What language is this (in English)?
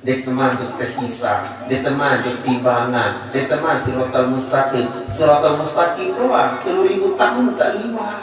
Sasak